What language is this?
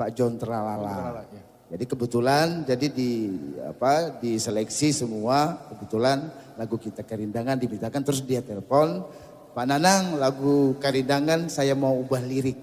Banjar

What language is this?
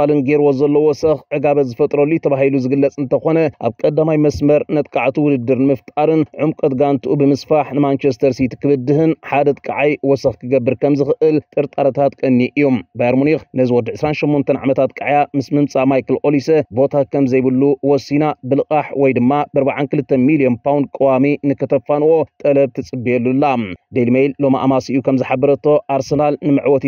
Tigrinya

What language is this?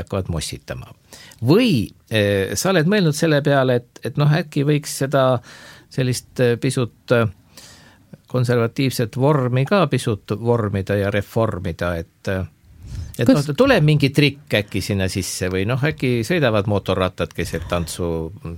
Estonian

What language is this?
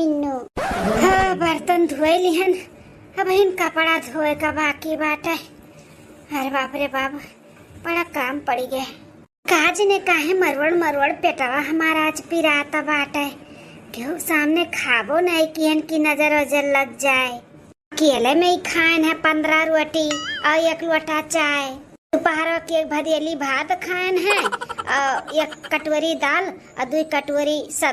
Awadhi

